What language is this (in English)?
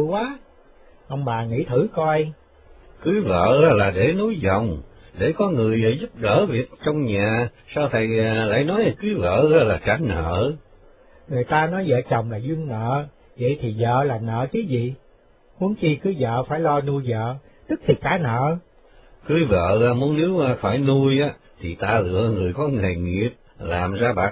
Vietnamese